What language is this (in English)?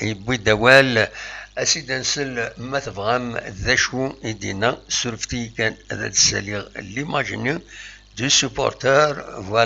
Kabyle